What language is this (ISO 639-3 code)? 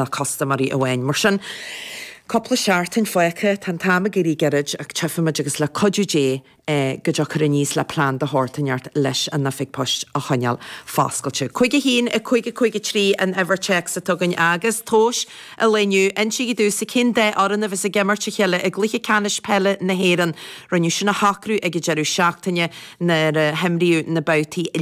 gle